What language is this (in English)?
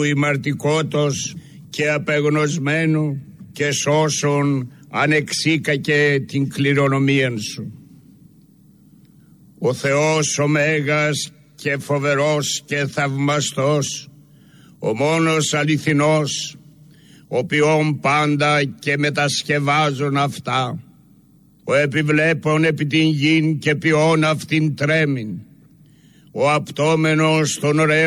Greek